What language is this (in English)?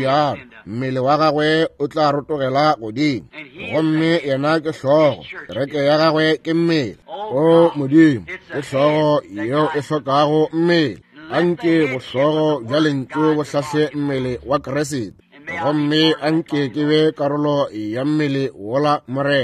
Northern Sotho